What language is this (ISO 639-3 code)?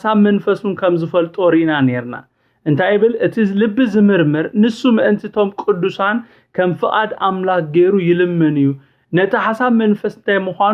tir